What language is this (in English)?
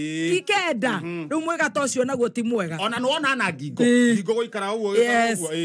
Kikuyu